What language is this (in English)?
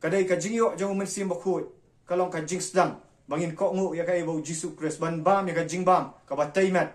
Khasi